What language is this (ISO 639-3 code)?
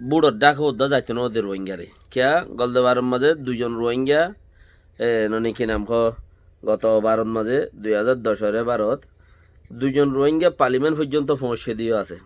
rhg